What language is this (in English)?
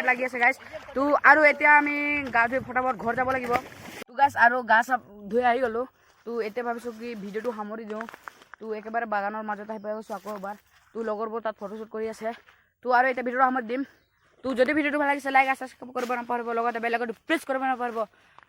Assamese